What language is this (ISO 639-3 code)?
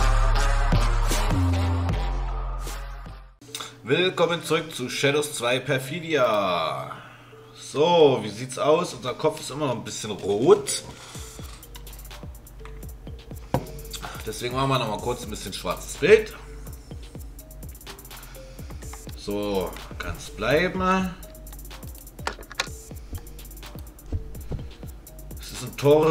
deu